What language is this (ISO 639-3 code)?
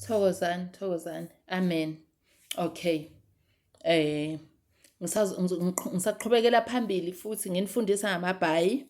zul